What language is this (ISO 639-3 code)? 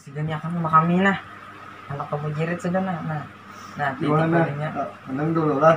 bjn